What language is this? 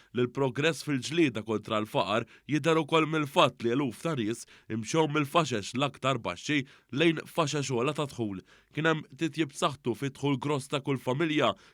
Maltese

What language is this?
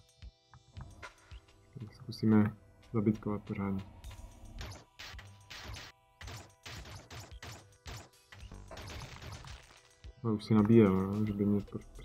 Czech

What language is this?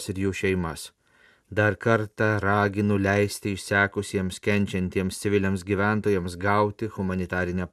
Lithuanian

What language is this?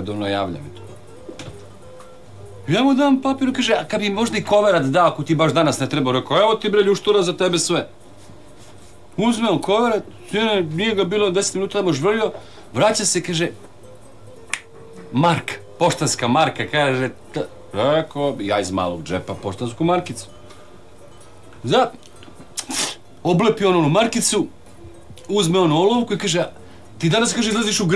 Serbian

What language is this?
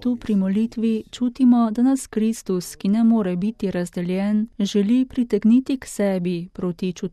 Slovenian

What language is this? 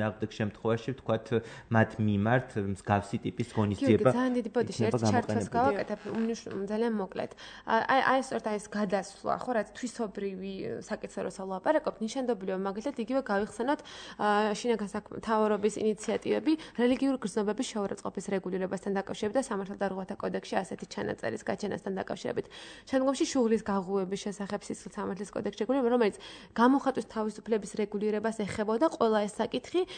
Georgian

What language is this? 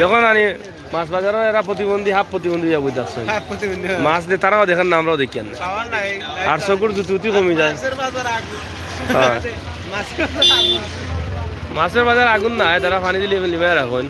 Sylheti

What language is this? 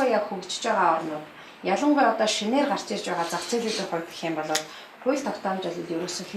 Mongolian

